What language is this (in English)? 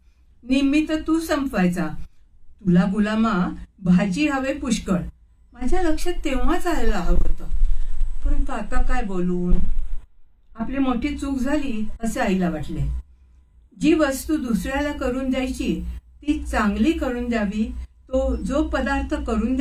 Marathi